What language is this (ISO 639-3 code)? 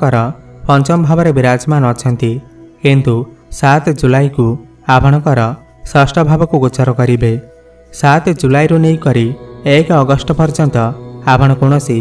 ori